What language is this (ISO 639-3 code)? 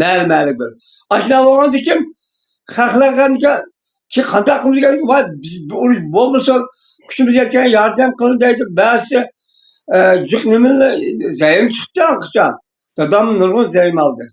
uig